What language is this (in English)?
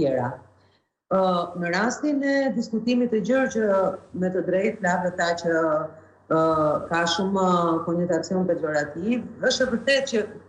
Albanian